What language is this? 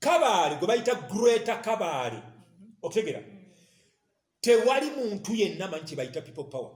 Ganda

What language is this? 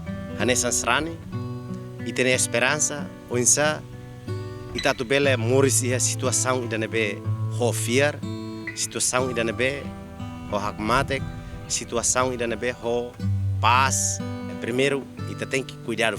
Tetum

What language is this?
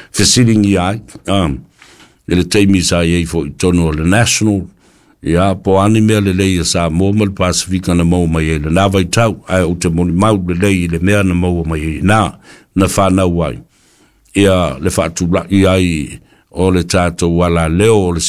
Samoan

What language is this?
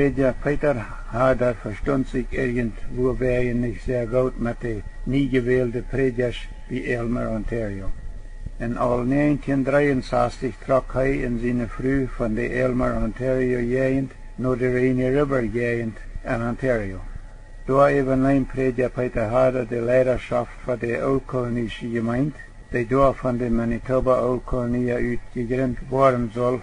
Plautdietsch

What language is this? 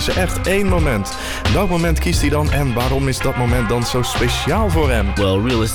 Dutch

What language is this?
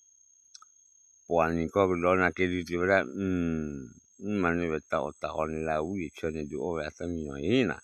S'gaw Karen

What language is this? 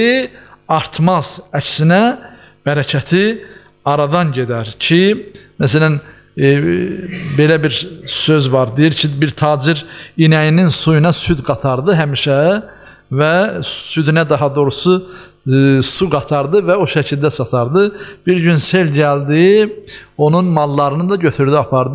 Azerbaijani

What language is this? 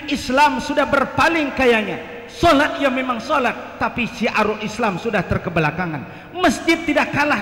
Banjar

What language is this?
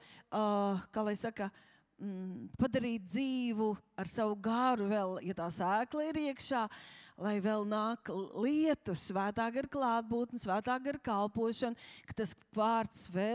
Latvian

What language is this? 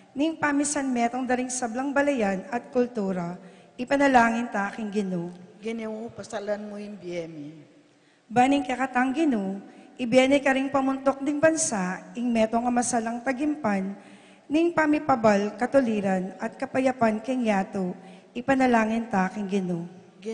Pampanga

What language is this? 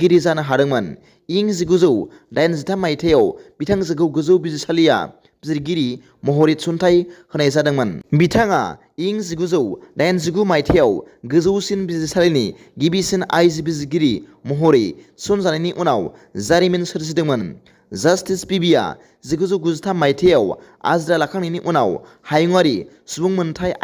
Bodo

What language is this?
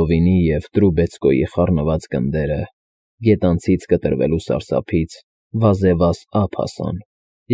Armenian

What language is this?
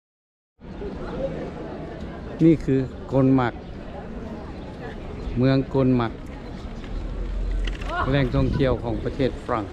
Lao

